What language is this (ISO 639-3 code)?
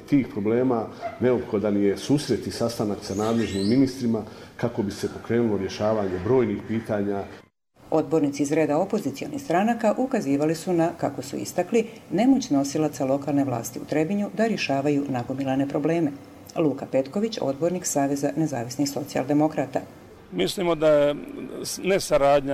hrv